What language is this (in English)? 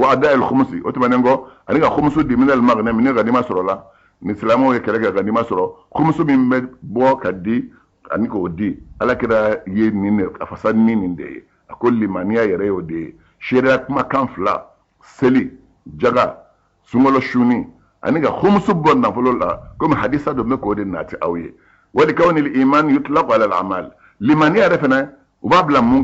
Bambara